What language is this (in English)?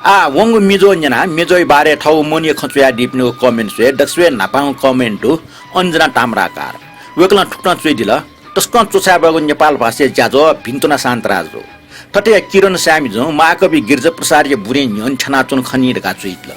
Newari